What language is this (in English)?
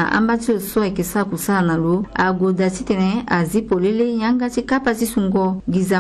Sango